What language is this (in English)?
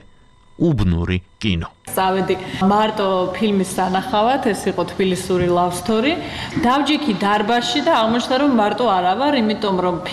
Georgian